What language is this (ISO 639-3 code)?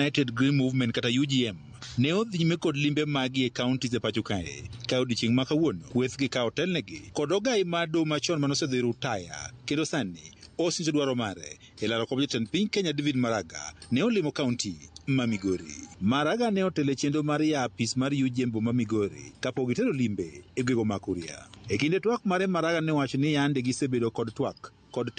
luo